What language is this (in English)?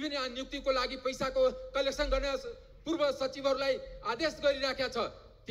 Nepali